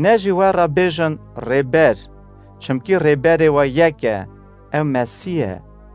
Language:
Kurdish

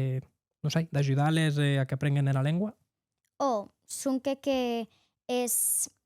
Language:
Occitan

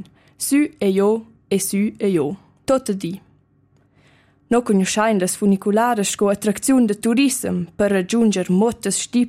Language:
Romansh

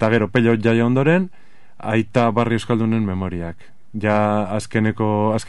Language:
Basque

